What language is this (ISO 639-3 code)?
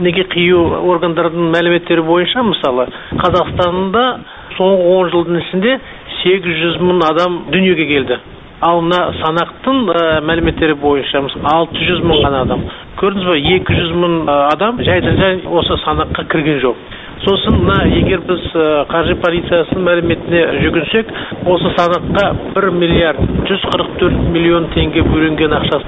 kaz